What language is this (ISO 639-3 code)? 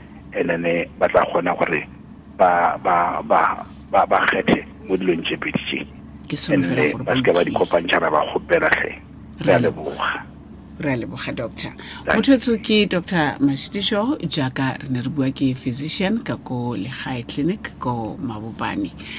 tsn